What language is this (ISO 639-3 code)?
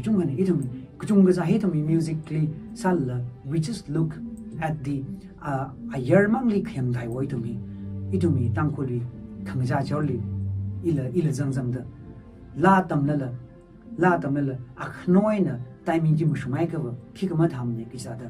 nmf